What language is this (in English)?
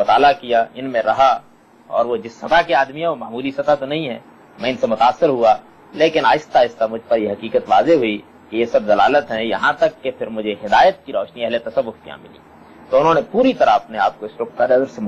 Urdu